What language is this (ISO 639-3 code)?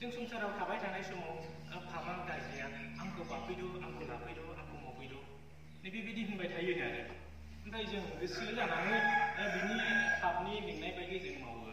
brx